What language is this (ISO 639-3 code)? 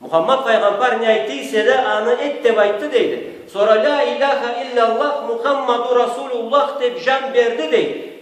krc